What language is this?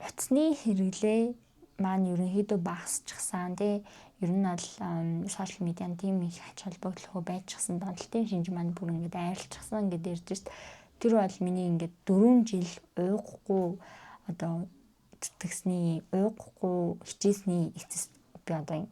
Mongolian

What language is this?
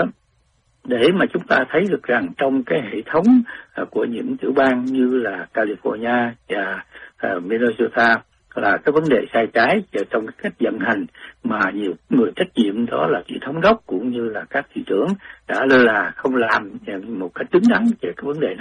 Vietnamese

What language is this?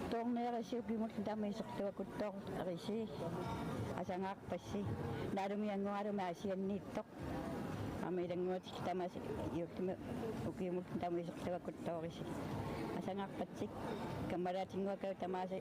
Kalaallisut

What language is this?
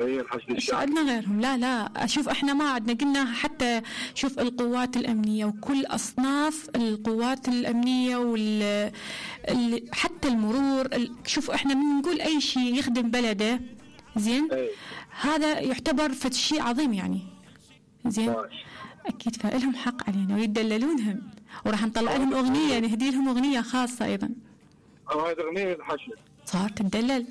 Mesopotamian Arabic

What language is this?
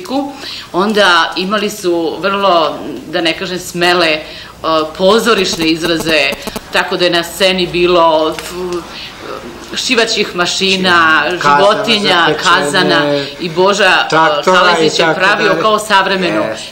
Serbian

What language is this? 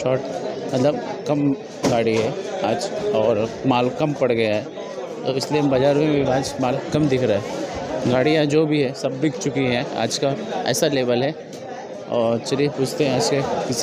Hindi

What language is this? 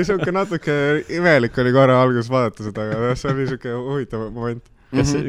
Estonian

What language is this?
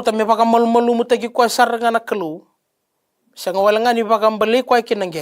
Fijian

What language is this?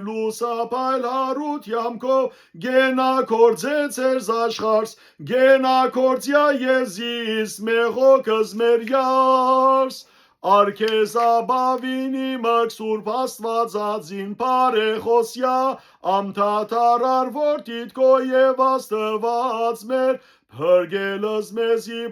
Western Armenian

